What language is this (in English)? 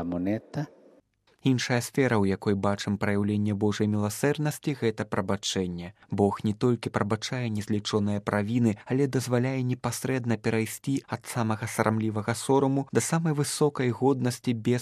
Belarusian